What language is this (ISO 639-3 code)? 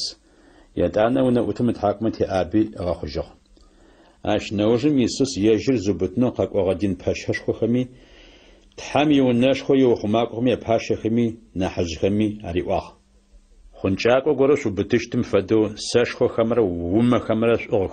ady